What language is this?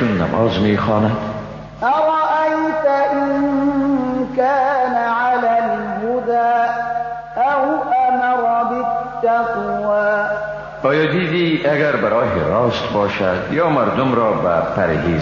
Persian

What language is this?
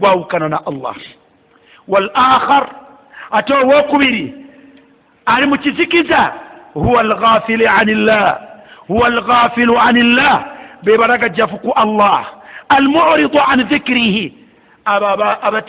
Ganda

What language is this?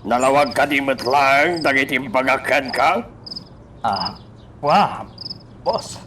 Iloko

